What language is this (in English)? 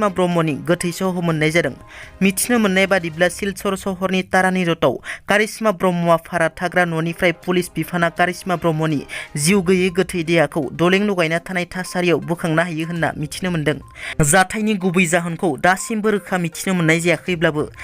Bodo